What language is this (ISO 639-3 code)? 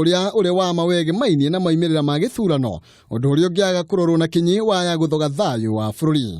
kik